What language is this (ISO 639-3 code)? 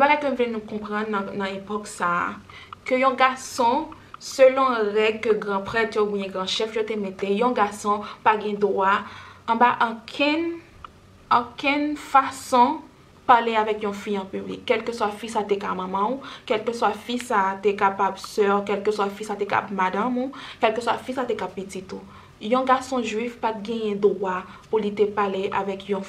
hat